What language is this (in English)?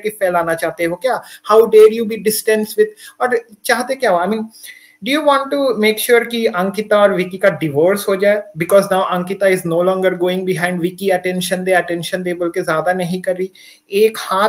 Hindi